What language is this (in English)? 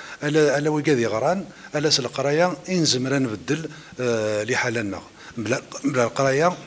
Kabyle